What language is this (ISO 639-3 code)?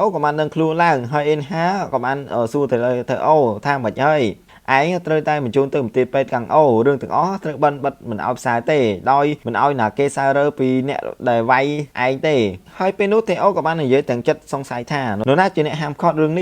khm